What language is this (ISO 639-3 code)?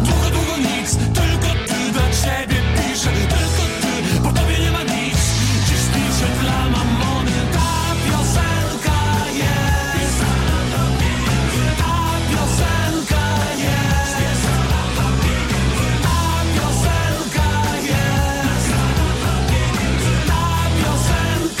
pol